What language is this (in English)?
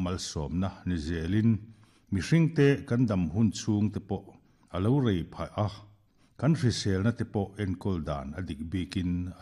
Mizo